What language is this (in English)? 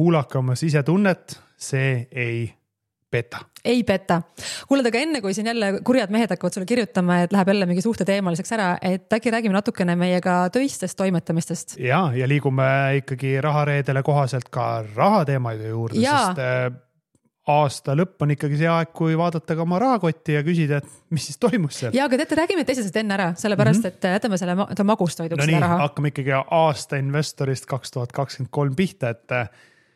Estonian